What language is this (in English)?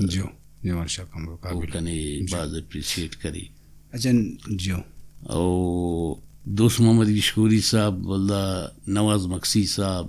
Brahui